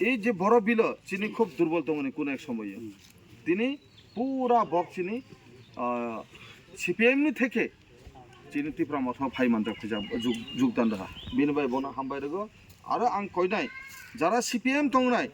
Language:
Kok Borok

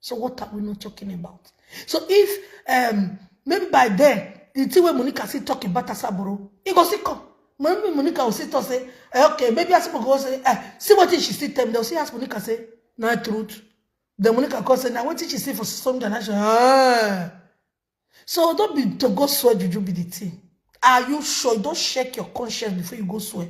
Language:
Nigerian Pidgin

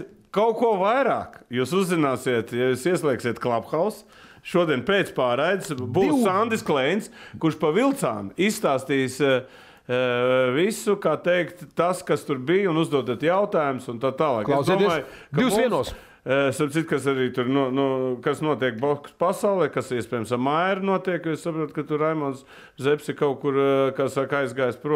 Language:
Latvian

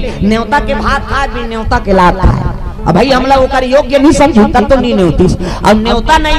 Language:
Chhattisgarhi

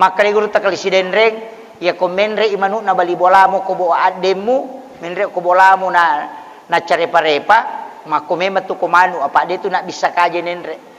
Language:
Buginese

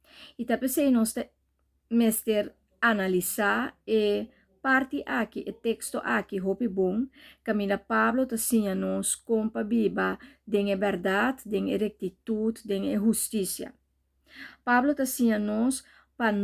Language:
Papiamento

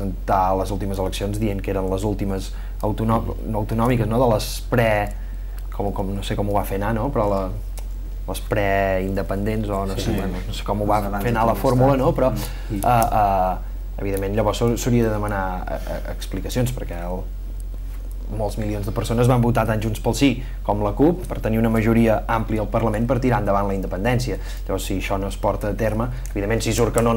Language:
Catalan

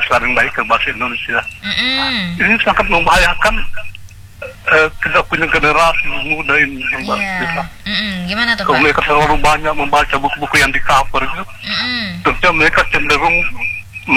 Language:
Indonesian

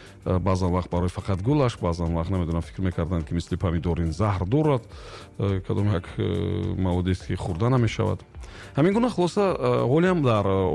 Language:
Tajik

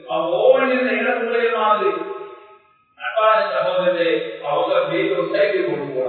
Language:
Tamil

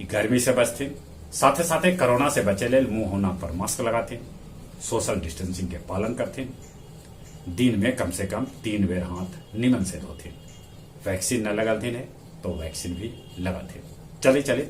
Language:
Magahi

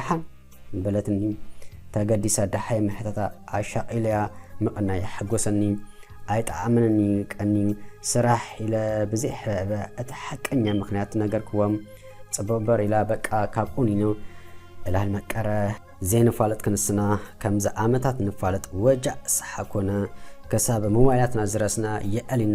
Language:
Tigrinya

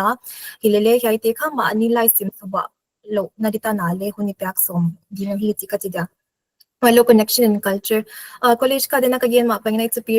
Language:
Paite Chin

